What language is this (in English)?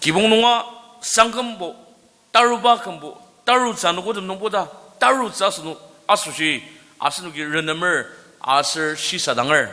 Ao Naga